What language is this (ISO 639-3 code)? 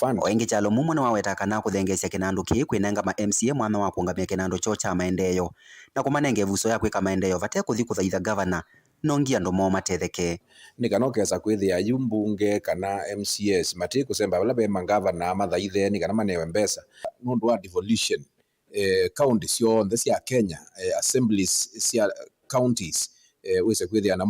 kam